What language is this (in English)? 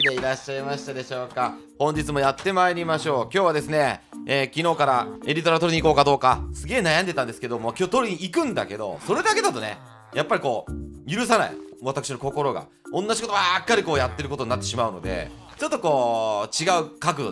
Japanese